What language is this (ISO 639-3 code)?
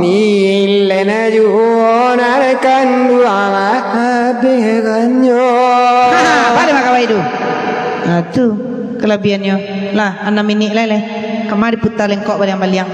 min